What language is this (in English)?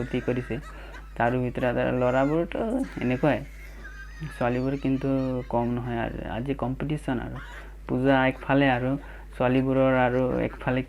Assamese